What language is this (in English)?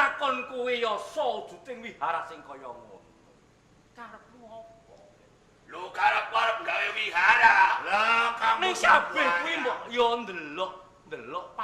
Javanese